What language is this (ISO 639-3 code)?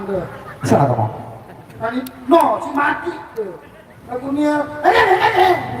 sas